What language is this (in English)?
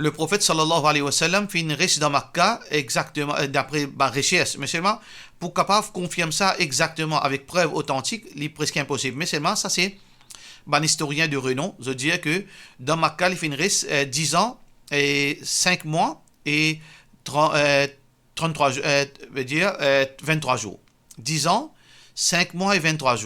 Morisyen